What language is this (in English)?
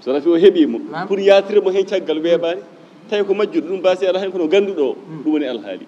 Fula